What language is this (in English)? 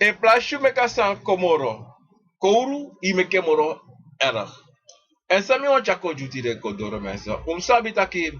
Sranan Tongo